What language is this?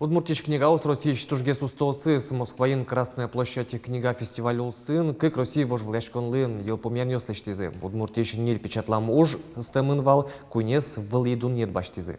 Udmurt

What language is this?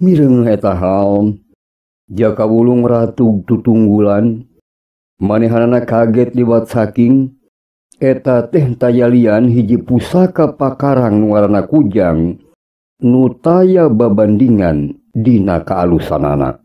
Sundanese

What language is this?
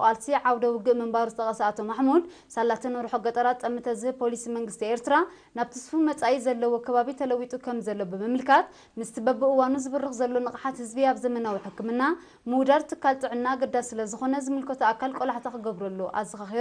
Tigrinya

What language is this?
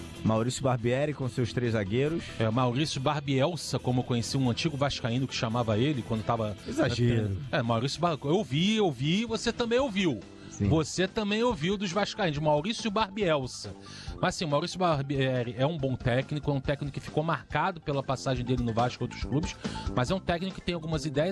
Portuguese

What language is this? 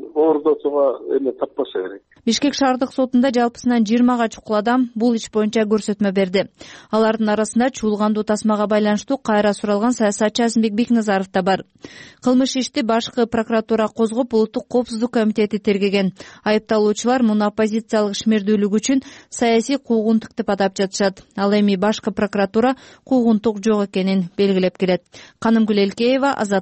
Kyrgyz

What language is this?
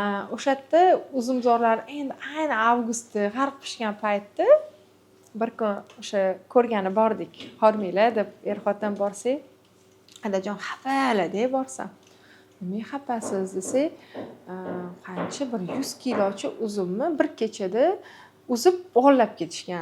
Uzbek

